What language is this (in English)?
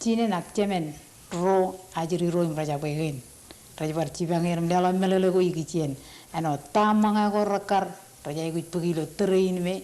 Marshallese